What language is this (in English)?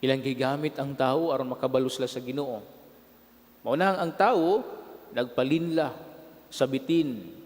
Cebuano